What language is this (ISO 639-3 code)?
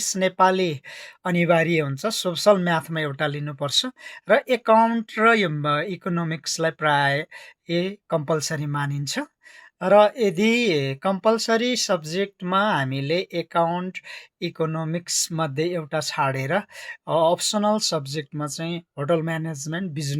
nep